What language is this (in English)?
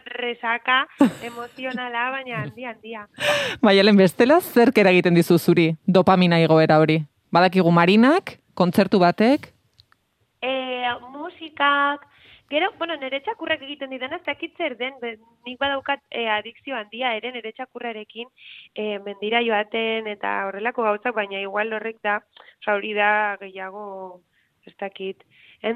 Basque